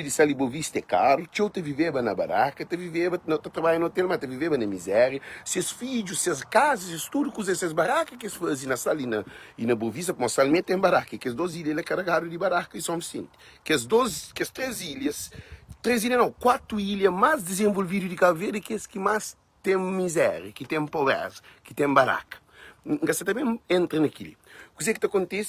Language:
Kabuverdianu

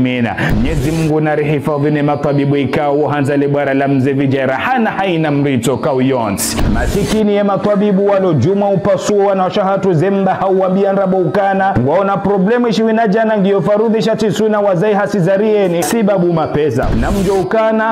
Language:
Ngazidja Comorian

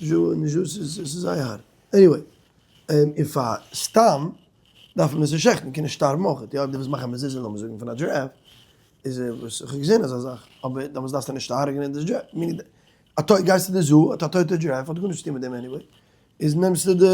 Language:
Yiddish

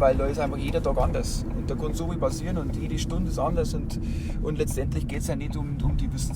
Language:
Bavarian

